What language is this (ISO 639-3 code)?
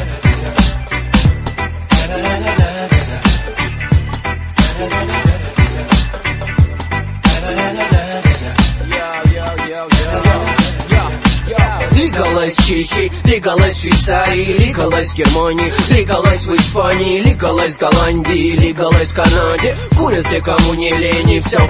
rus